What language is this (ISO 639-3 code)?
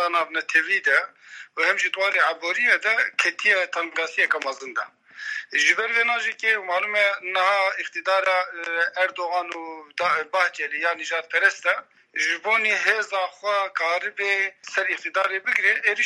kur